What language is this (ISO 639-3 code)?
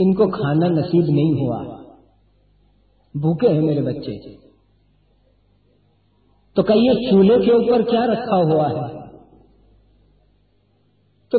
urd